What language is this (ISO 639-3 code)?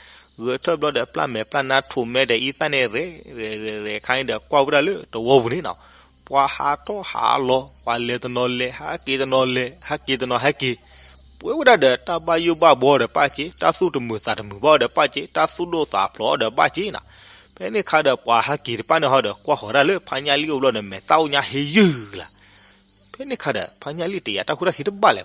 ksw